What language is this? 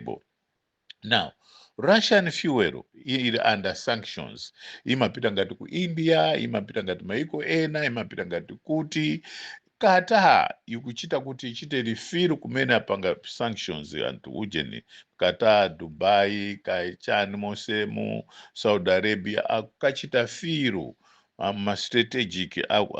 Nyanja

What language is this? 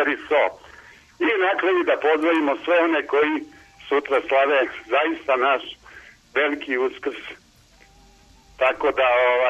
Serbian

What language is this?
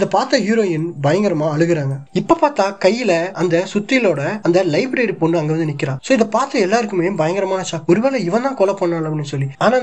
Tamil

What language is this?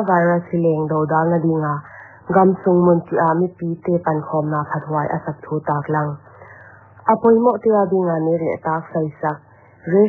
Paite Chin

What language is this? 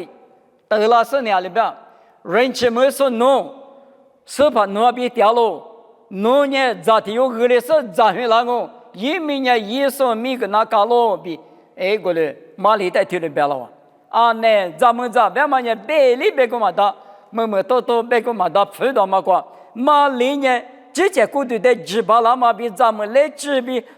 Lisu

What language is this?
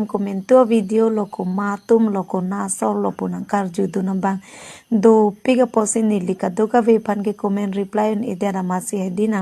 Karbi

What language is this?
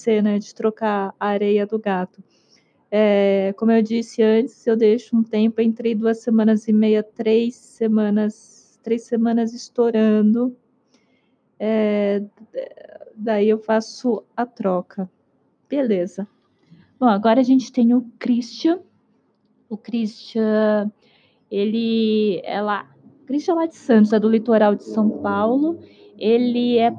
Portuguese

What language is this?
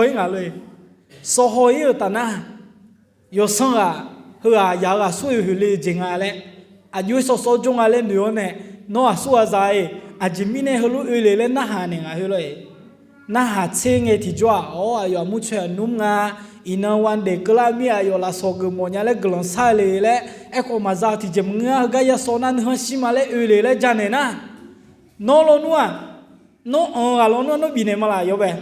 Akha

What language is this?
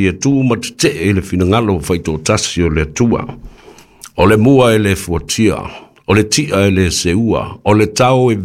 Samoan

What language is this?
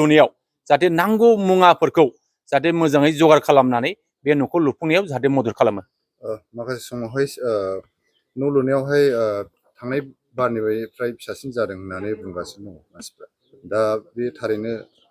Bodo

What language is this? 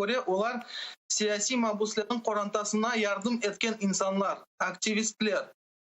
Crimean Tatar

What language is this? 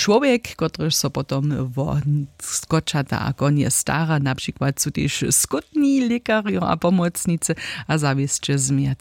Upper Sorbian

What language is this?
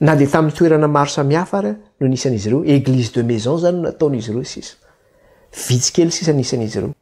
Malagasy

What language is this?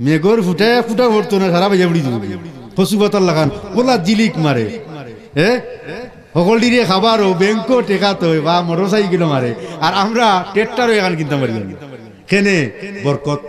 Sylheti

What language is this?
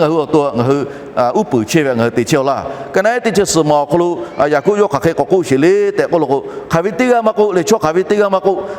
Lahu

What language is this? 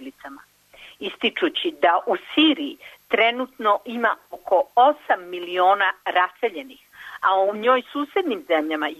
Serbian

